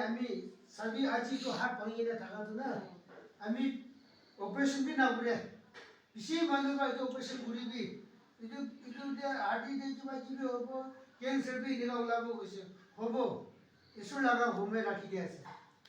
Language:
Naga Pidgin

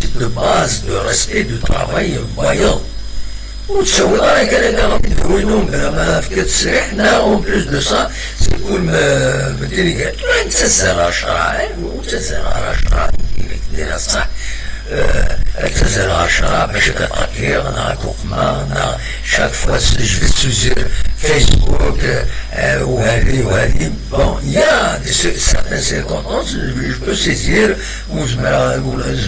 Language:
Kabyle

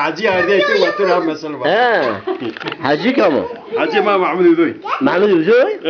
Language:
Zaza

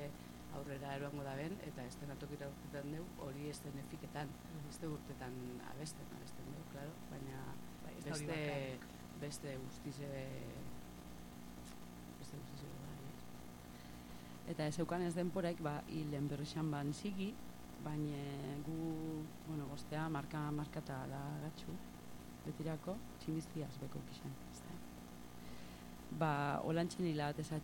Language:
Basque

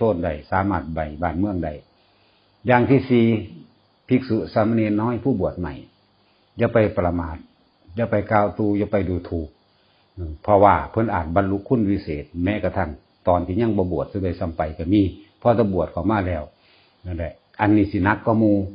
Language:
Northeastern Thai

